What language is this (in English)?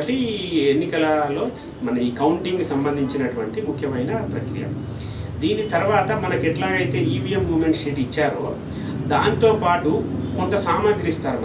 Telugu